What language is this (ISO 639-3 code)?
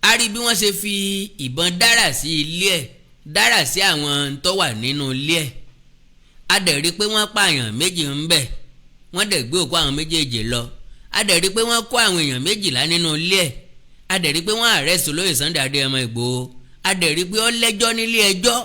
yor